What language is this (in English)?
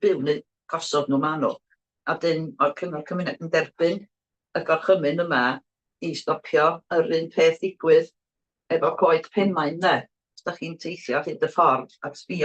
Welsh